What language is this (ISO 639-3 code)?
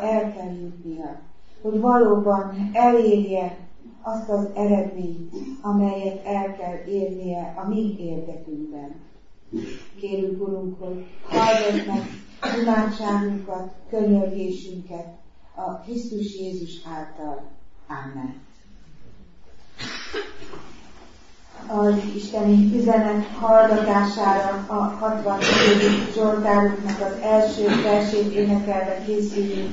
hun